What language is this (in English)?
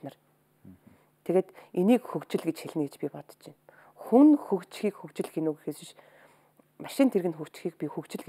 Mongolian